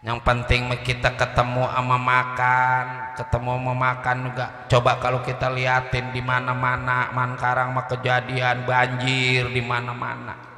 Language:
Betawi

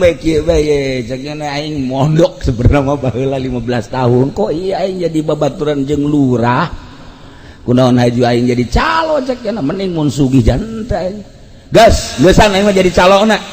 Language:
Sundanese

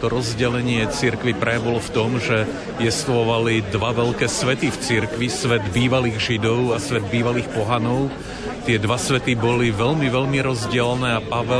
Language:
Slovak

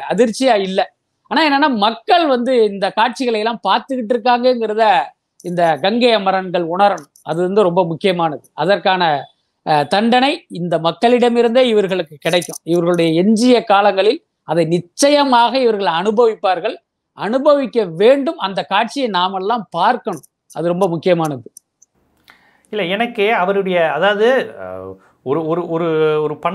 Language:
Tamil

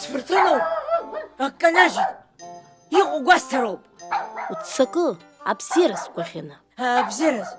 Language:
Abkhazian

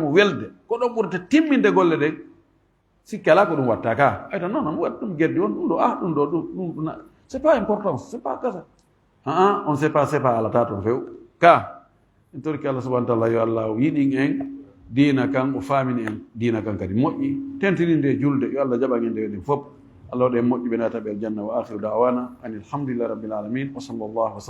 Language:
Fula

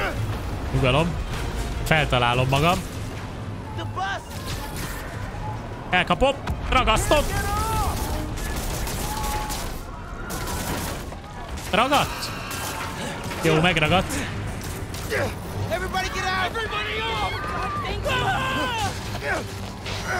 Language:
Hungarian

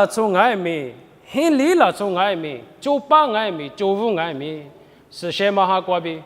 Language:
Lisu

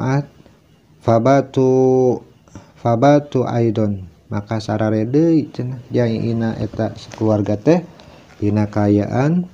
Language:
Sundanese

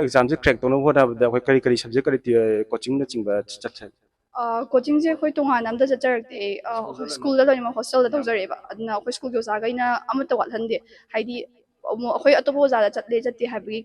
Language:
Manipuri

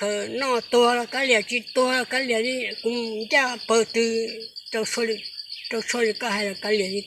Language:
Hmong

